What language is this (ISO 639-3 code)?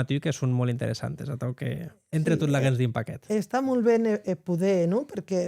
oci